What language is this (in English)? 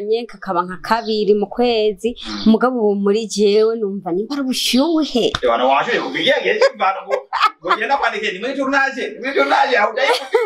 Rundi